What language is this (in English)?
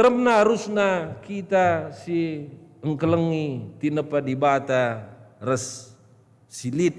Batak Karo